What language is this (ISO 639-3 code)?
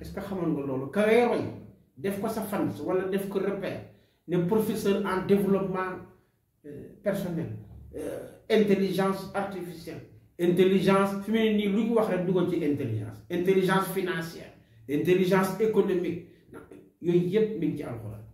wol